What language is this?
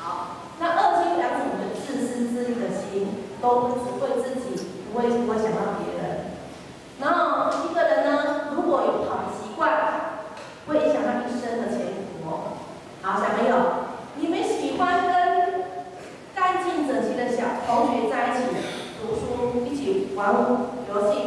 Chinese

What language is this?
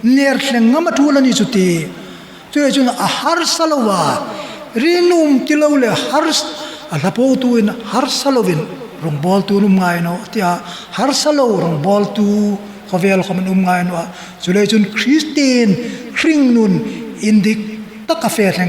Hmar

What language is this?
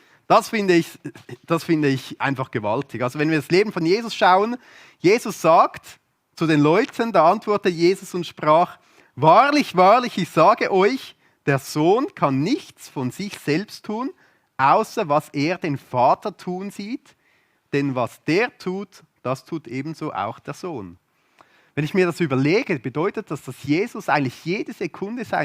Swiss German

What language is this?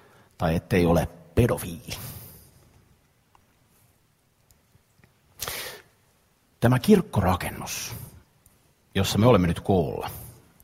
Finnish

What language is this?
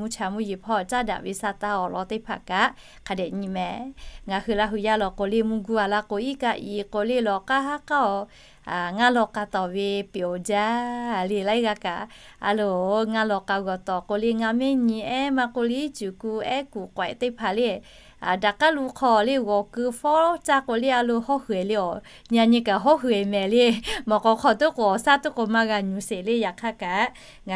Lahu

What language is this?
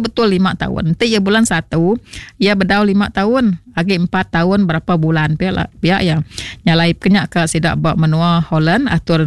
Iban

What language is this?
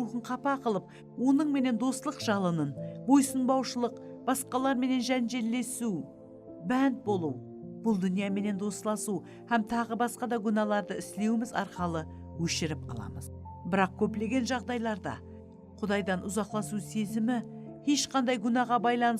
Kara-Kalpak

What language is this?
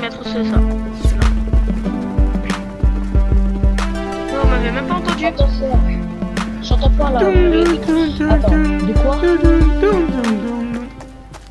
French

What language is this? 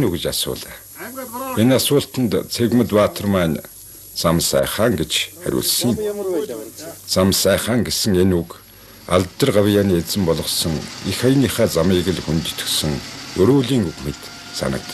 Mongolian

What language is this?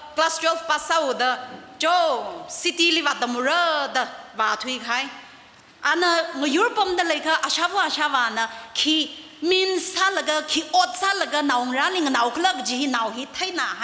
Tangkhul Naga (India)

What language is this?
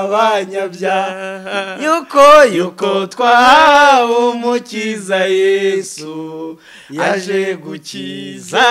Kinyarwanda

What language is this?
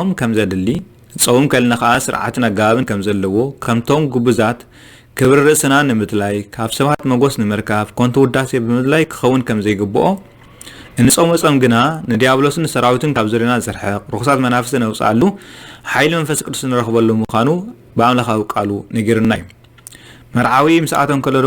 Tigrinya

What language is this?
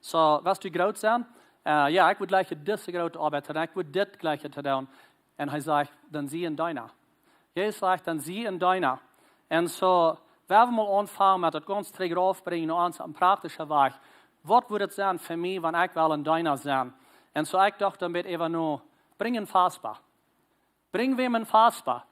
Plautdietsch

